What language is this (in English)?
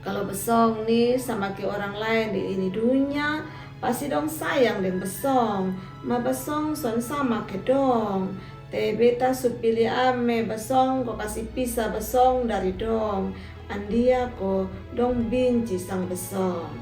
Kupang Malay